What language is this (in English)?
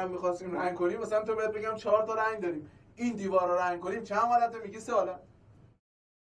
Persian